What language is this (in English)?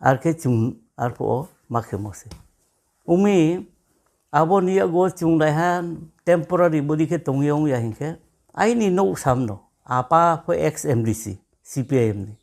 Riang (India)